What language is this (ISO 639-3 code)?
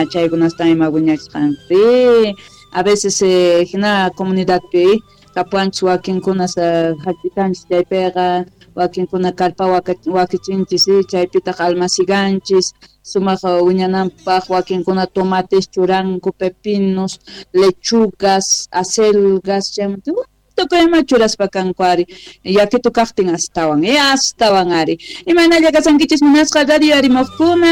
que